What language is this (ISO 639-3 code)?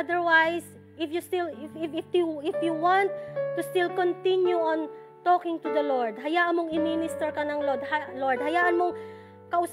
fil